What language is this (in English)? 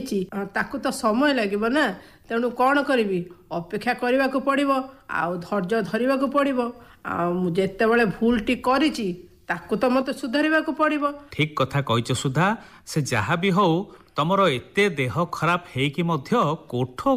Odia